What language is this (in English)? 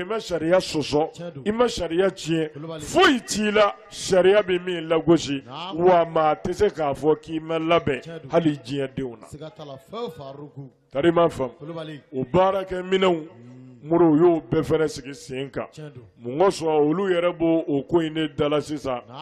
Bambara